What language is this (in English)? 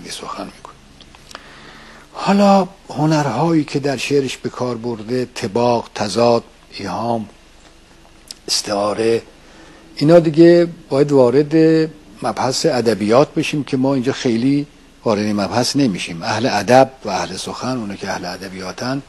Persian